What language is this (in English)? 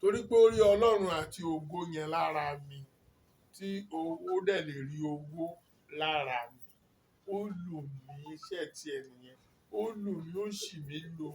Yoruba